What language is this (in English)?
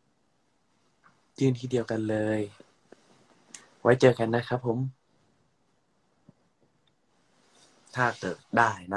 Thai